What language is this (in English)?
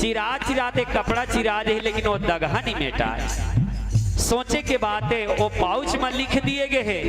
Chhattisgarhi